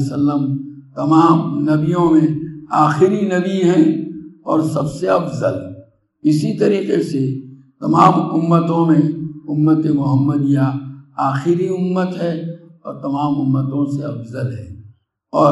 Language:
Urdu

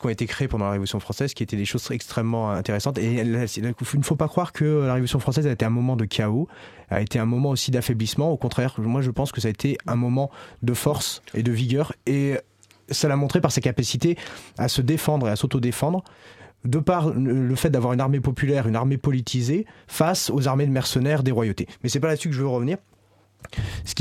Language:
French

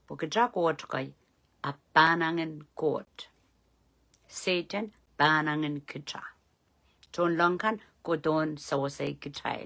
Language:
Pohnpeian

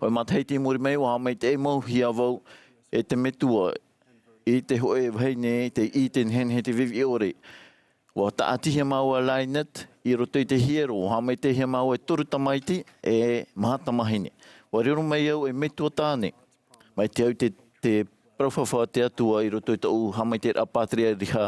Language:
Tahitian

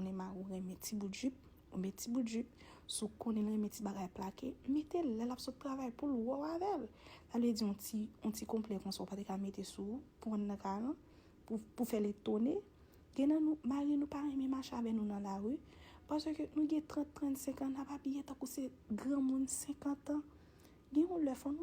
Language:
Haitian Creole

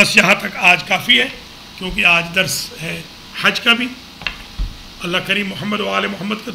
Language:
Urdu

